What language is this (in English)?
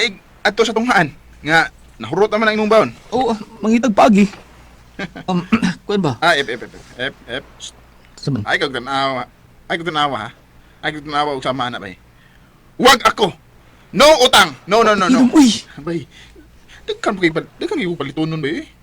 Cebuano